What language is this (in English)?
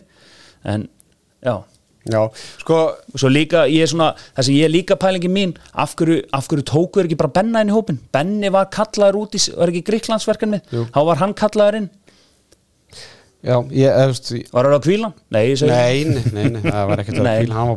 Icelandic